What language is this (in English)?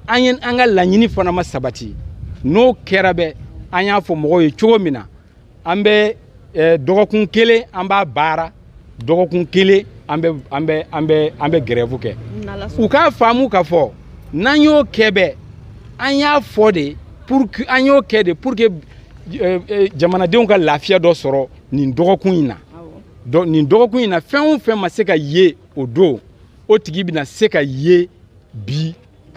Bambara